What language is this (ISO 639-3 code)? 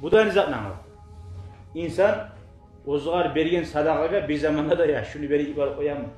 kum